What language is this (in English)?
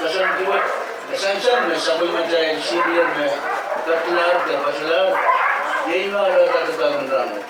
Pohnpeian